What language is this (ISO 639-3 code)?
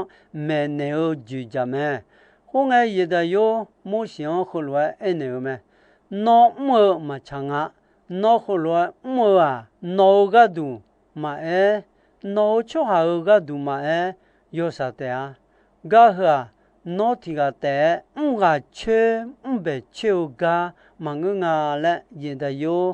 ahk